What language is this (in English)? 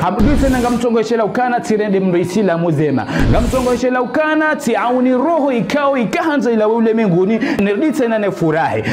Ngazidja Comorian